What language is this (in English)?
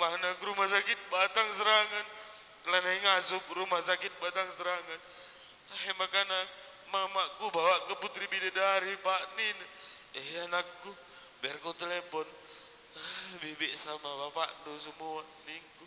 Batak Karo